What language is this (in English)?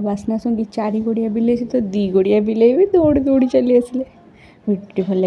Odia